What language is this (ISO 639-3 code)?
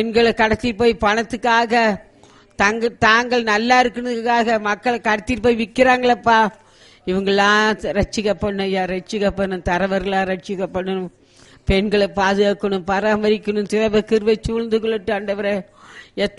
tam